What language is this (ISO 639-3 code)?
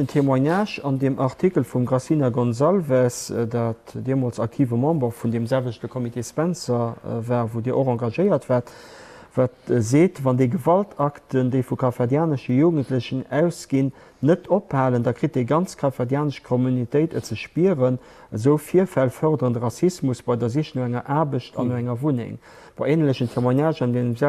ltz